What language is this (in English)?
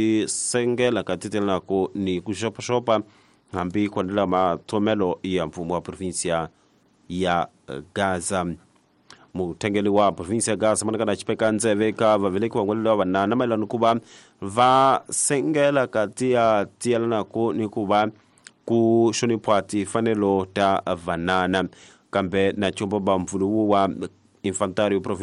Tsonga